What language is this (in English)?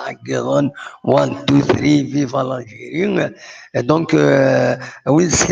Kabyle